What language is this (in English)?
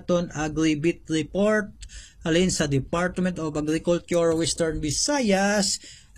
Hiligaynon